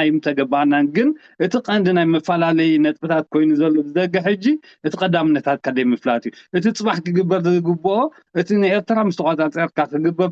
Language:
Tigrinya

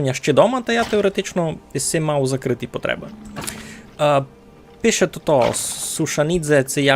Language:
Rusyn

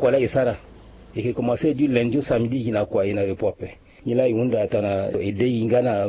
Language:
Sango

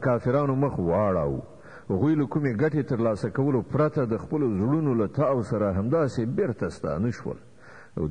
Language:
Pashto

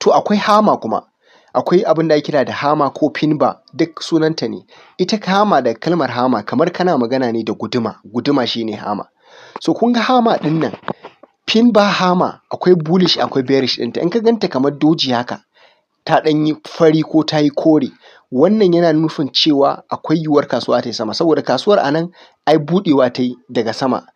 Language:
Hausa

